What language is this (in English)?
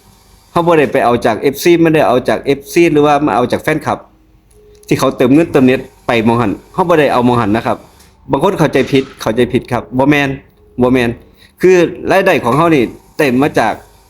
Northeastern Thai